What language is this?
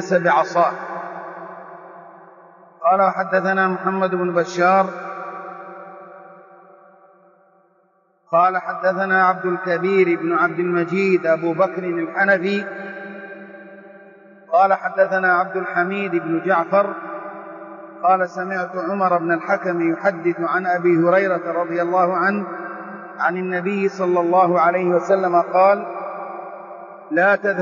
Arabic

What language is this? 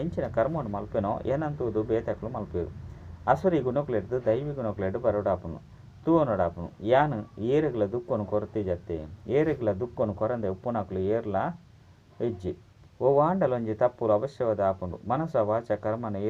Tulu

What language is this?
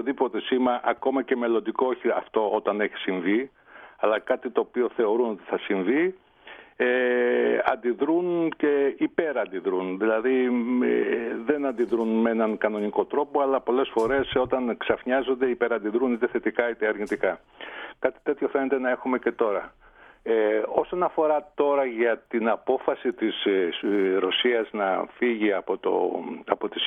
Greek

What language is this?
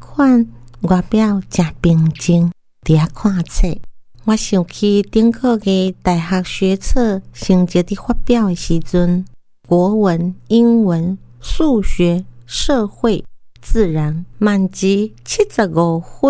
Min Nan Chinese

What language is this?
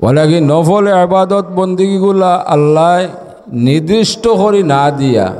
Sylheti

